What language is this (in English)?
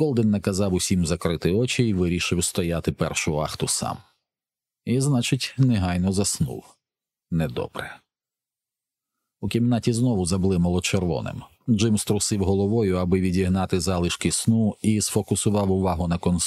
Ukrainian